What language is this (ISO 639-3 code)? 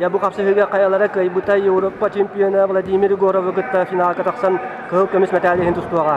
sah